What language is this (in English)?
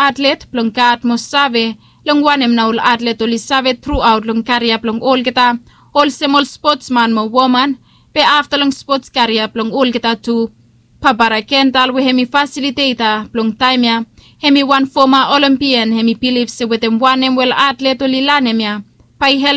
Bislama